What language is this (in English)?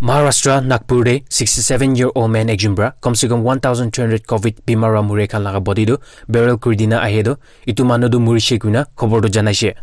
Naga Pidgin